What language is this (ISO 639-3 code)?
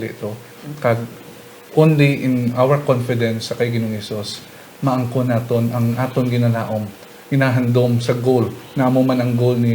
hil